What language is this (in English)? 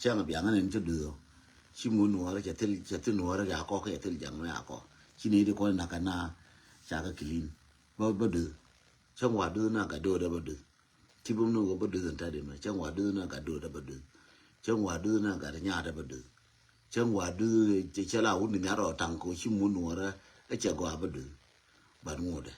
Nuer